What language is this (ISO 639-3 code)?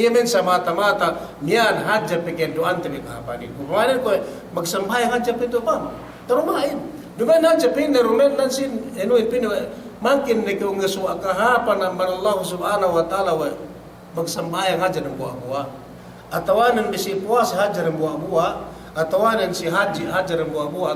yka